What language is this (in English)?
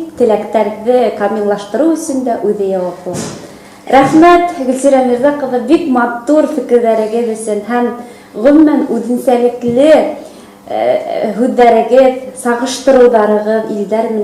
Bashkir